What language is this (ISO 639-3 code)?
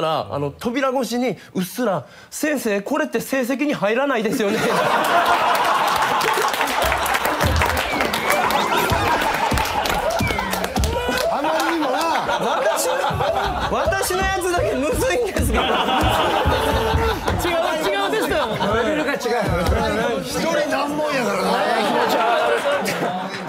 jpn